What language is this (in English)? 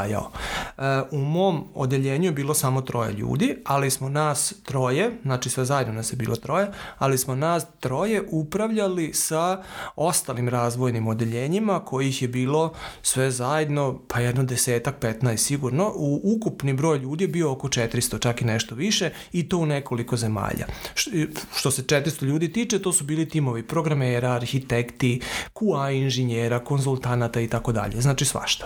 Serbian